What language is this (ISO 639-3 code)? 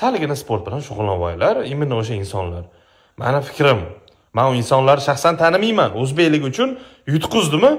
uzb